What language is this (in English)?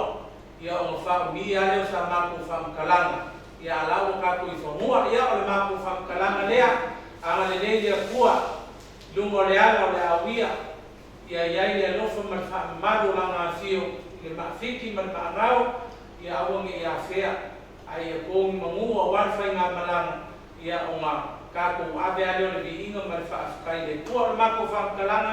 Samoan